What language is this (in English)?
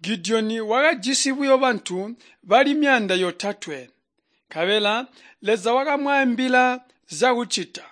Tonga (Zambia)